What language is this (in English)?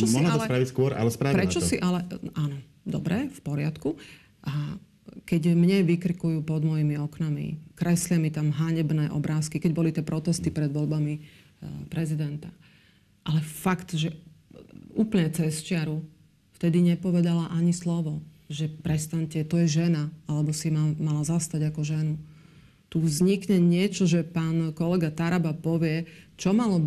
Slovak